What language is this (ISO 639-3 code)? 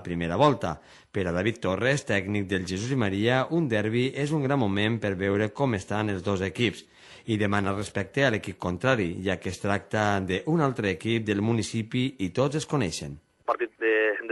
cat